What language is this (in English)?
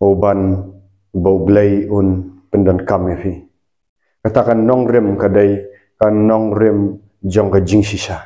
Khasi